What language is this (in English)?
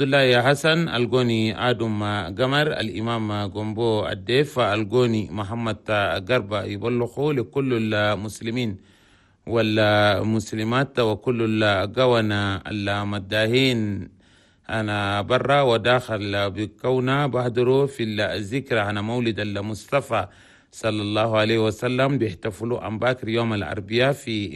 Chadian Arabic